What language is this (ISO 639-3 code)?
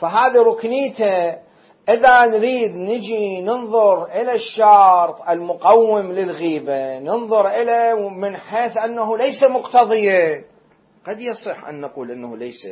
acm